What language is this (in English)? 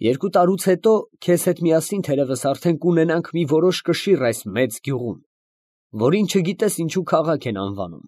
Armenian